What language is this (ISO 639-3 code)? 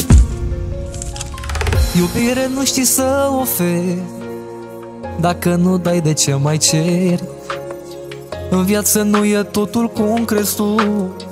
ron